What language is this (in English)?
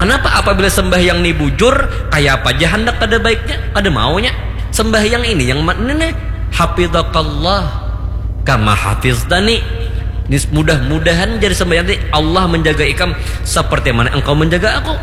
Banjar